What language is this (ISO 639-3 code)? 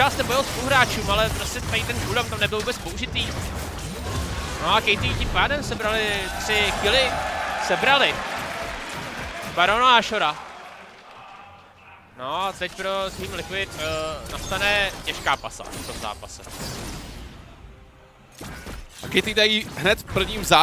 ces